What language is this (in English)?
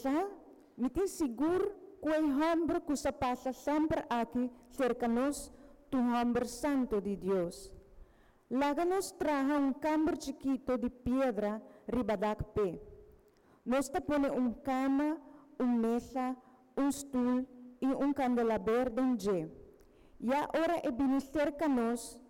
Papiamento